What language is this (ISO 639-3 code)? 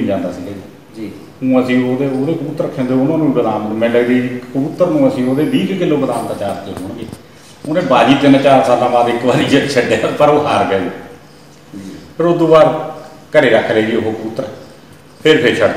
pan